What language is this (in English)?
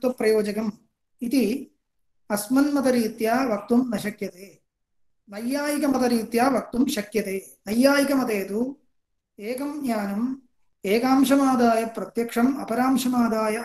Sanskrit